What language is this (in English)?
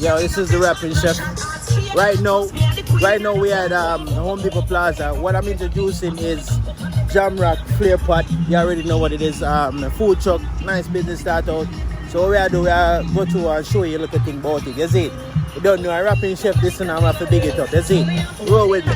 Jamaican Creole English